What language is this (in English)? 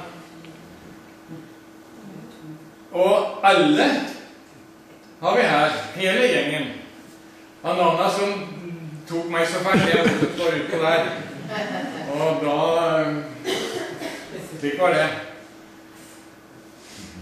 Norwegian